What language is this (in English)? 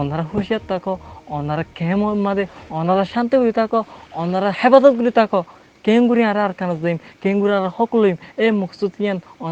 Rohingya